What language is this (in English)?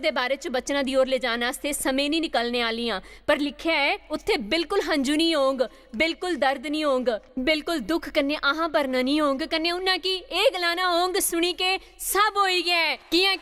Dogri